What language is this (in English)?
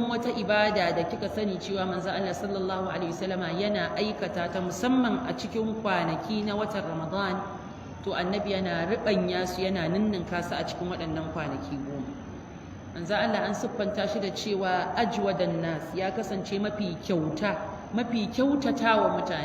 Hausa